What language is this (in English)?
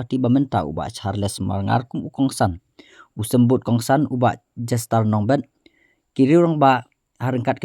Khasi